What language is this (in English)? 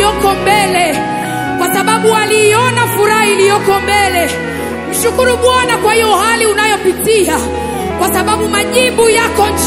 Swahili